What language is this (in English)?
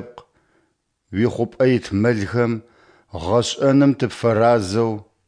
Adyghe